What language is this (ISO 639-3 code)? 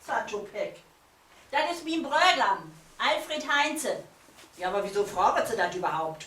nds